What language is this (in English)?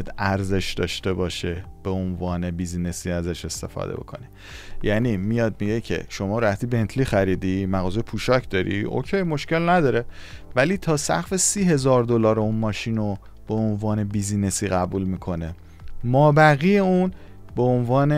Persian